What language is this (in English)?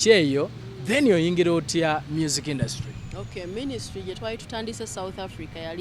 Ganda